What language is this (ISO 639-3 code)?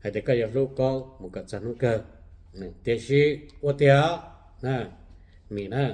hmn